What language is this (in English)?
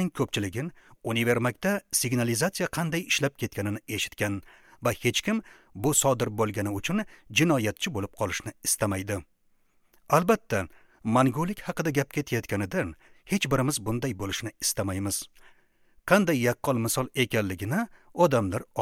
Uzbek